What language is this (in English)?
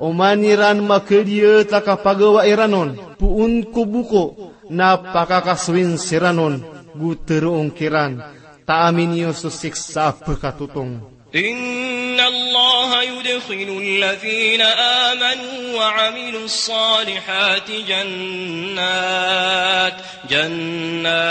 Maranao